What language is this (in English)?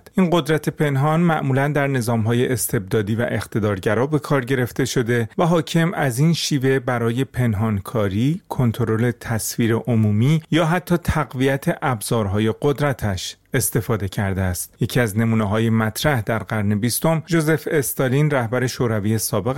Persian